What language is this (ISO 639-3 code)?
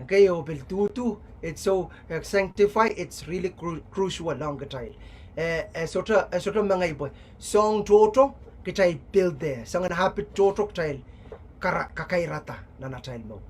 pon